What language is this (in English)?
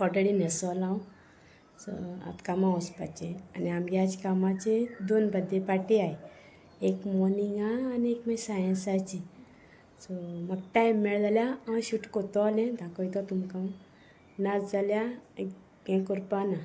Konkani